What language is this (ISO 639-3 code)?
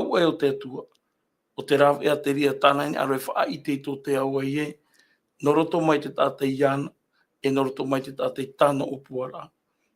tah